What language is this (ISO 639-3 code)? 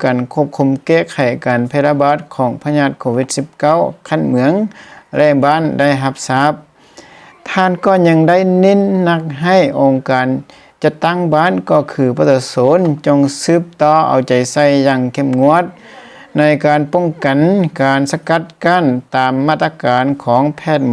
lao